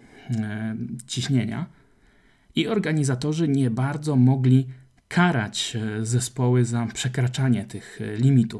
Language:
Polish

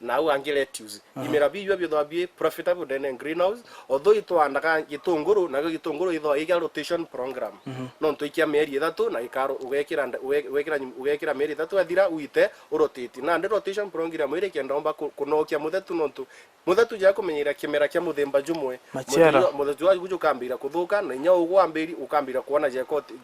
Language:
Meru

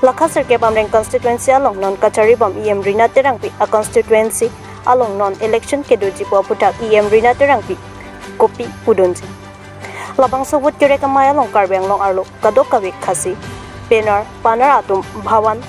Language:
Karbi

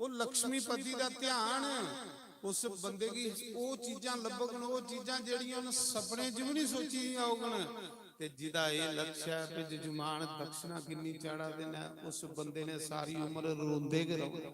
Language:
Dogri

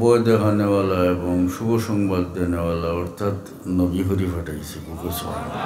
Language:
Sylheti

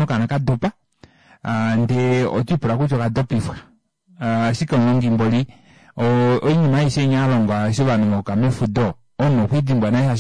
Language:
Kuanyama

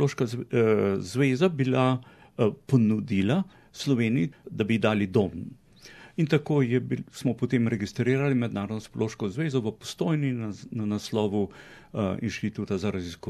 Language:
Slovenian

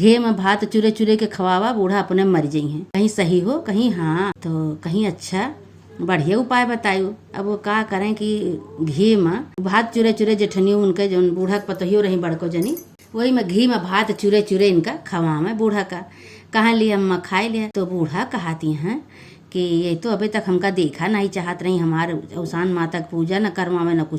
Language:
Awadhi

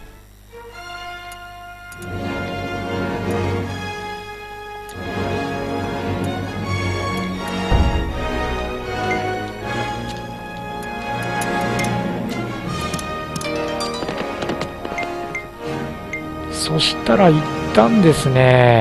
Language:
Japanese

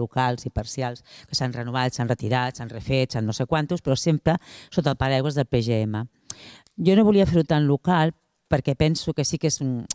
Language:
Catalan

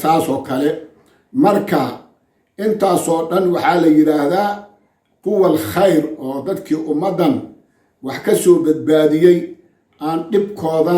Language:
Somali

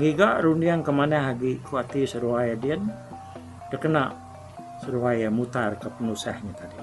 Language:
Iban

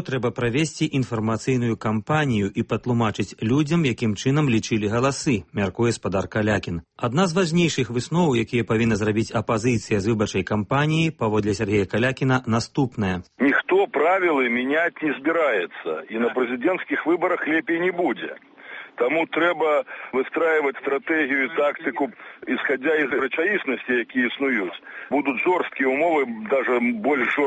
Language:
Belarusian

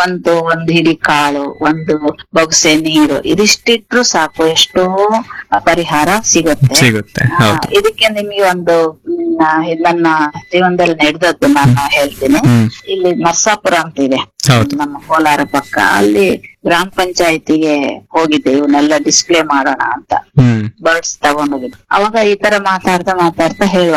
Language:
Kannada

